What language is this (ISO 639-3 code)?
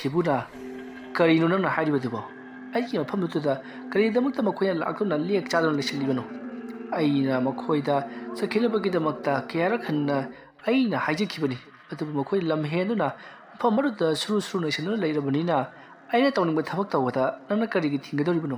mni